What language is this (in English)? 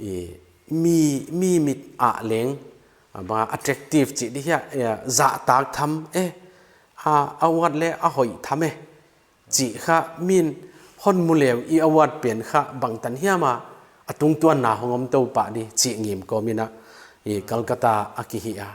Paite Chin